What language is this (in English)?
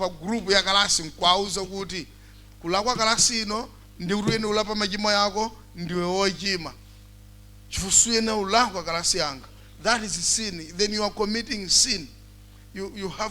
Nyanja